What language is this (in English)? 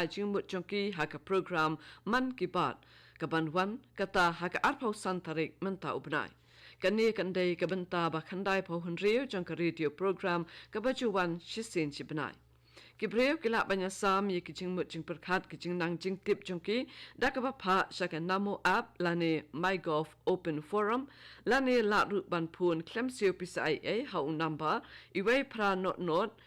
Khasi